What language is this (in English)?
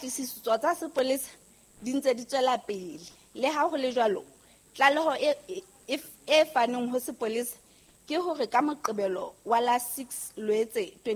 Southern Sotho